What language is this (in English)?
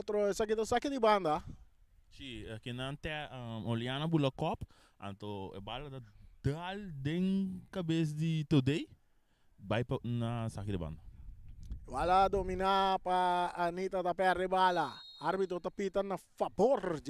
Papiamento